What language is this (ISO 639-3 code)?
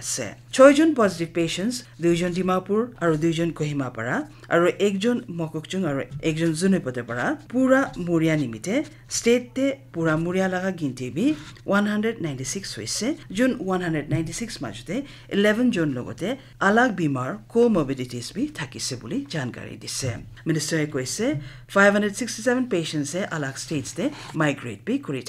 nag